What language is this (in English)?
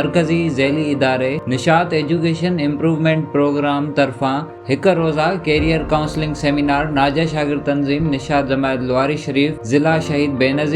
Sindhi